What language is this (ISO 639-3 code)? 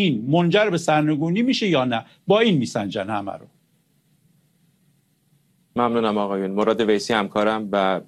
fas